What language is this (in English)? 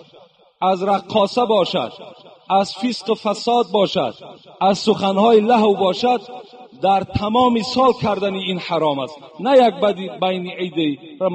Tajik